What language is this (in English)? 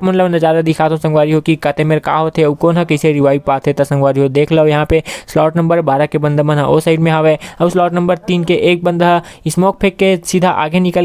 Chhattisgarhi